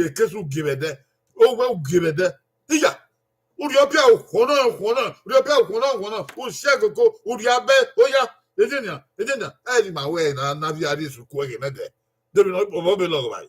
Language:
Bini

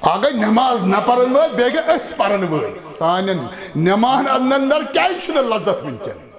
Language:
Kashmiri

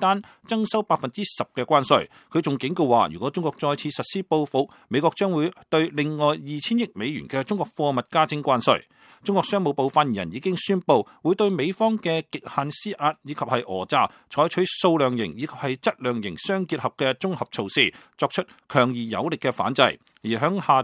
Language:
Cantonese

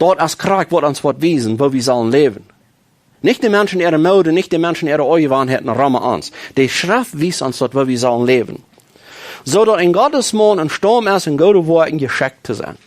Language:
Plautdietsch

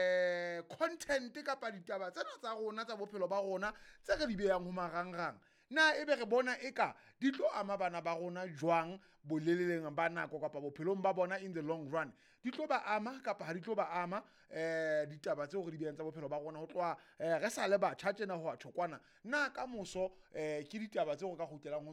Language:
Southern Sotho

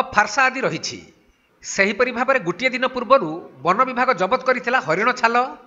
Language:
Odia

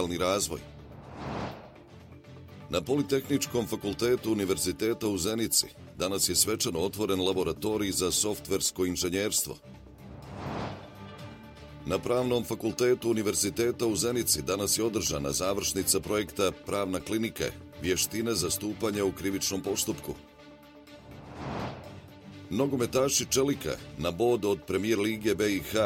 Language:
Bosnian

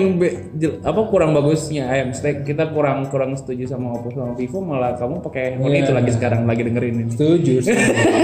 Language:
Indonesian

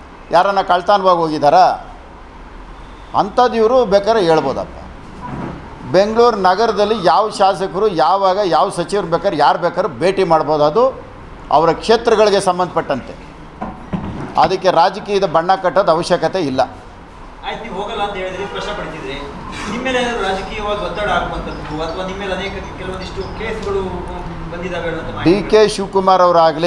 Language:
Kannada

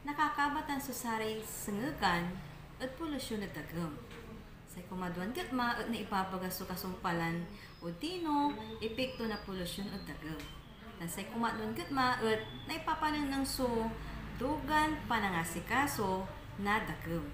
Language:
Pangasinan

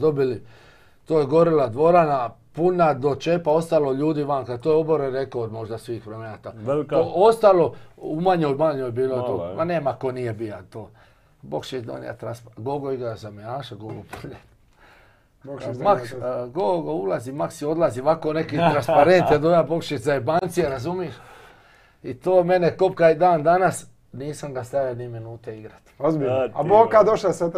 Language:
Croatian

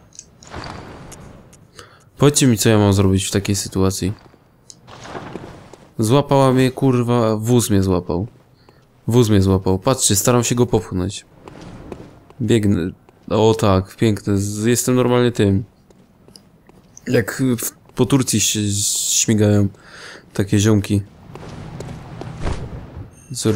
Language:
Polish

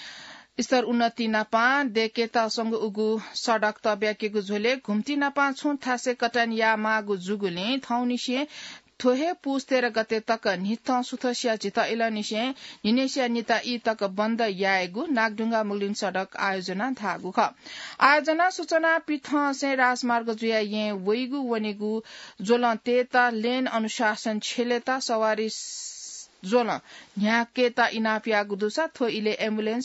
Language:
Newari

